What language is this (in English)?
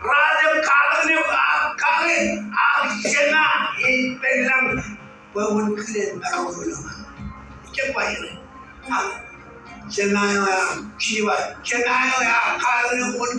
Marshallese